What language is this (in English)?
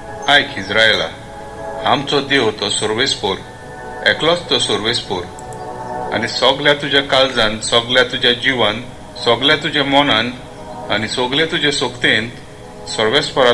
Konkani